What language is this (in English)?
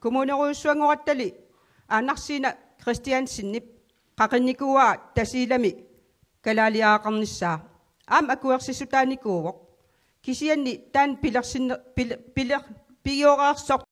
Kalaallisut